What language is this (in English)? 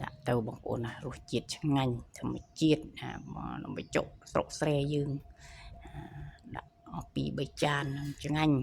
Khmer